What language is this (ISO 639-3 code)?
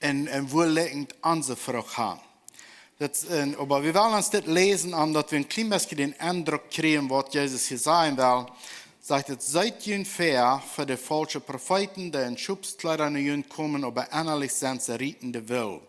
pdt